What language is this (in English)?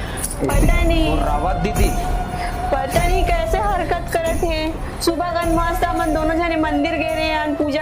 Chhattisgarhi